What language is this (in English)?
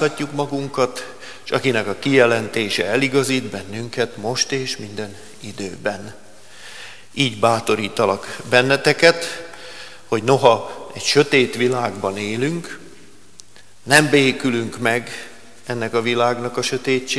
Hungarian